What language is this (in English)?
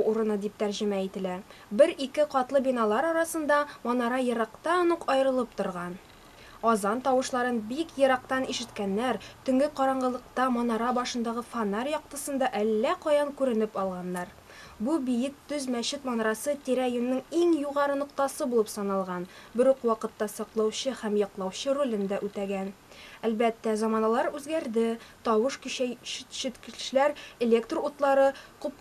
Tatar